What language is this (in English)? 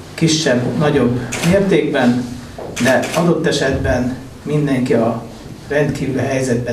Hungarian